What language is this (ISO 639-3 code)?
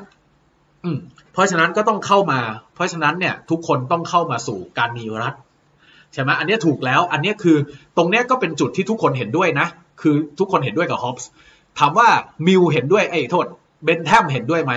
tha